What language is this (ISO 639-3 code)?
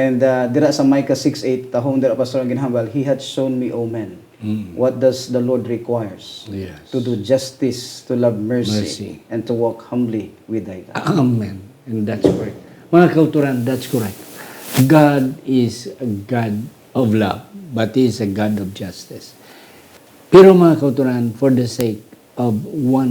hil